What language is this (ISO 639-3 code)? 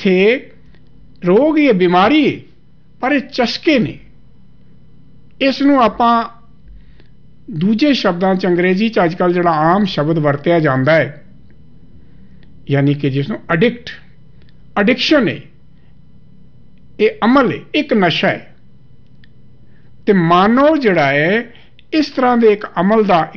pan